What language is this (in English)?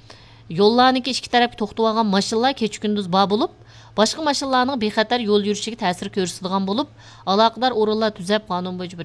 Uyghur